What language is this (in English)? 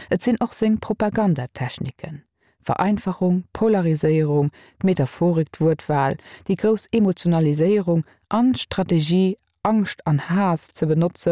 Luxembourgish